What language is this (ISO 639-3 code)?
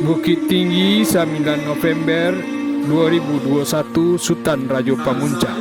min